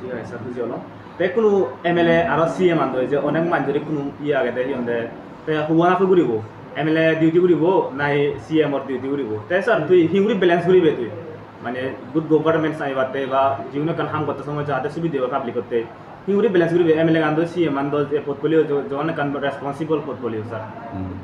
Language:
Chakma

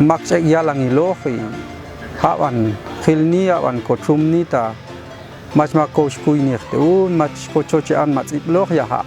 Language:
Popti'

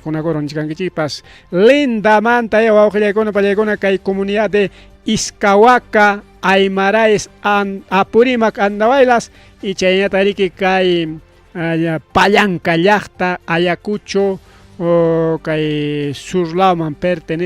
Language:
Ayacucho Quechua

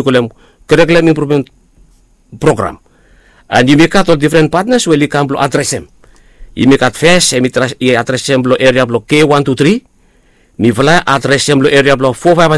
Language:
Bislama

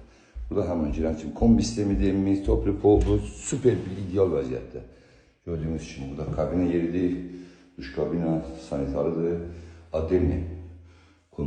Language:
Azerbaijani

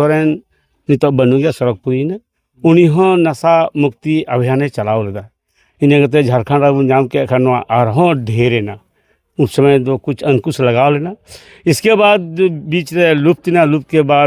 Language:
Santali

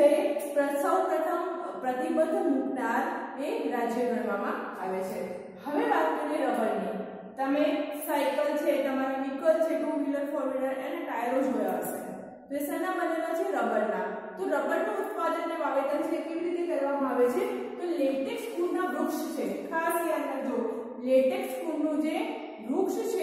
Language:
Gujarati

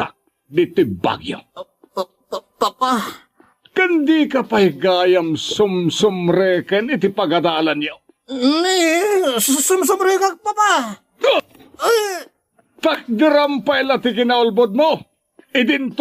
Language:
Iloko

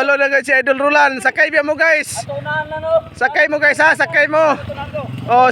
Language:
Cebuano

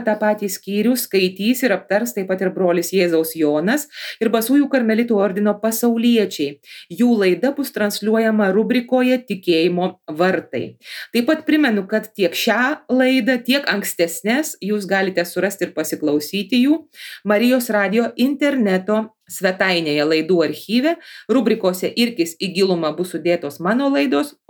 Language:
Lithuanian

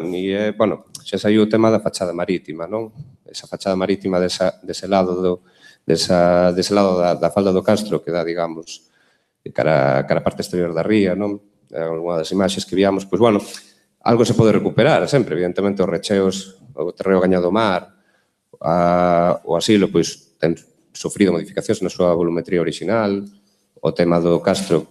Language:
Galician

